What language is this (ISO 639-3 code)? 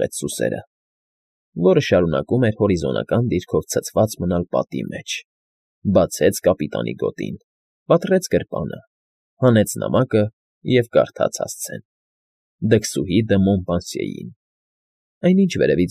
hye